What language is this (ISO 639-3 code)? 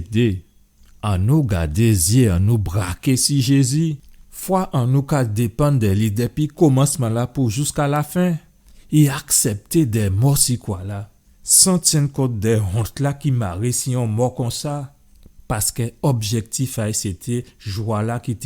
gcf